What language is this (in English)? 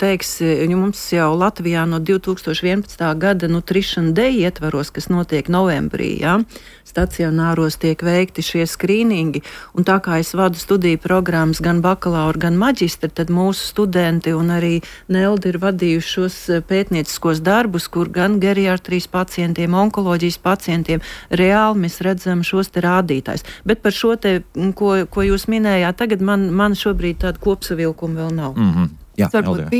Latvian